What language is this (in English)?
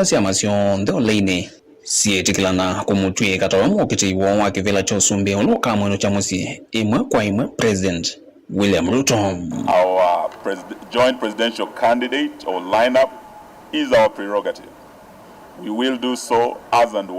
Kamba